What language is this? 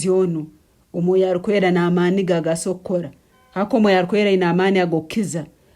Nyankole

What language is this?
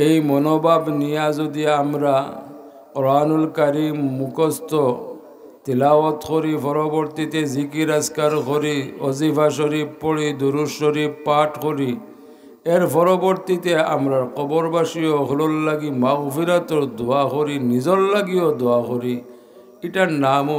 Sylheti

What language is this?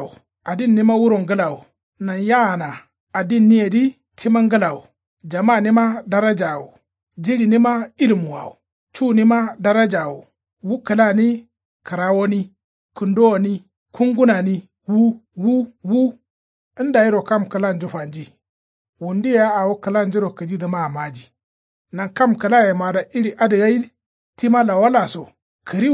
Kanuri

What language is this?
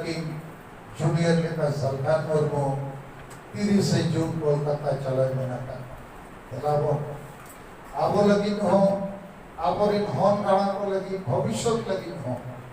Santali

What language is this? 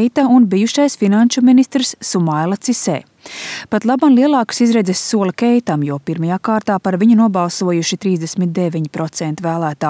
Latvian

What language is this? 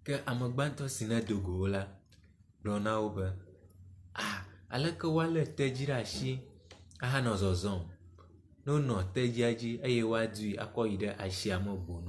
Ewe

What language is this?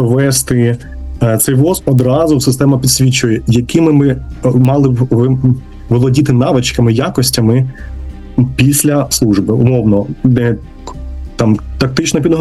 Ukrainian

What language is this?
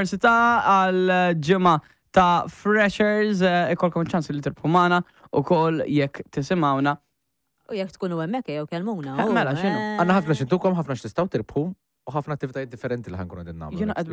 Maltese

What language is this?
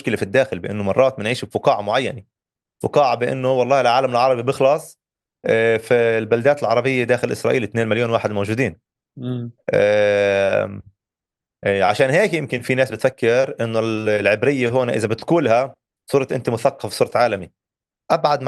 North Levantine Arabic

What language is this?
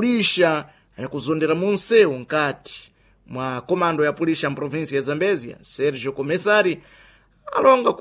Sena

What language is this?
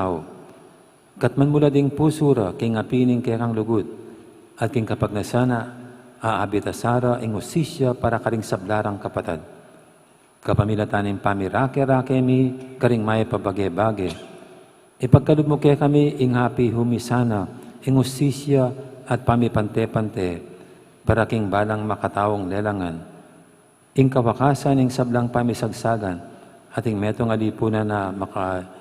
Pampanga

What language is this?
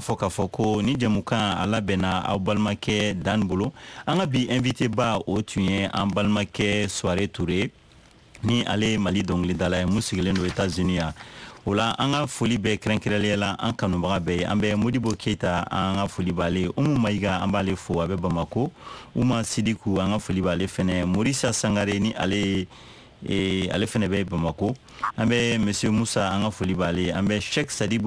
Bambara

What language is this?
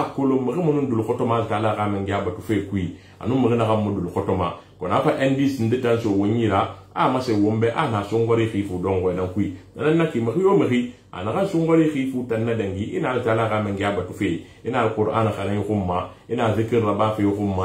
Susu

